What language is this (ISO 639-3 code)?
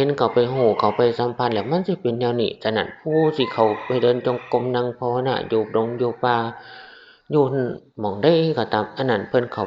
tts